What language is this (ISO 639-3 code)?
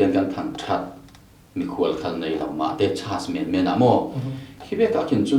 cfm